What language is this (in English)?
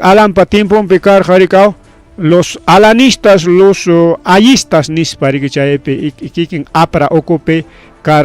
Ayacucho Quechua